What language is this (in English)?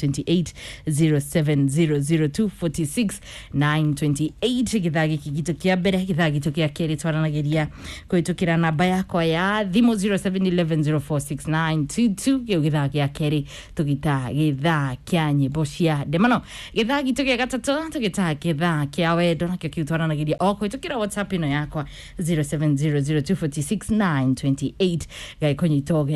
Kikuyu